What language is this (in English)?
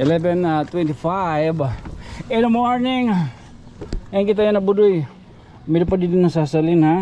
Waray